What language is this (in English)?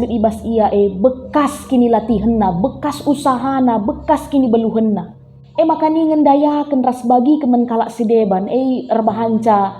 Batak Karo